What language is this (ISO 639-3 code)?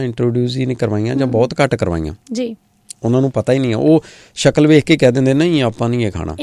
pan